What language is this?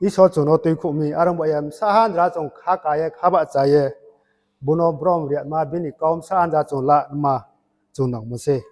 Riang (India)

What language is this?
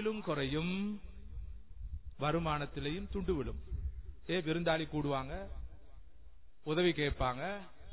Tamil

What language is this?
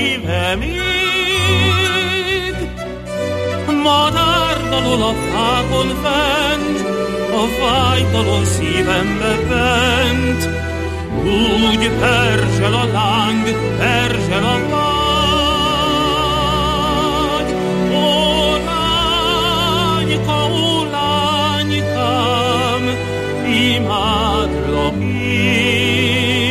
Hungarian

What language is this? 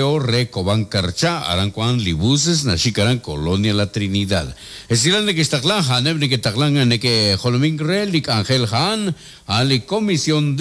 Kekchí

